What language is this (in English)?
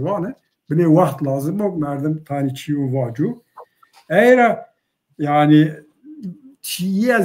Zaza